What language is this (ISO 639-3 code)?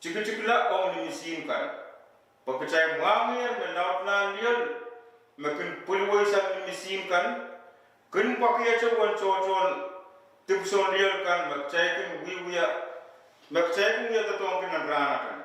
pon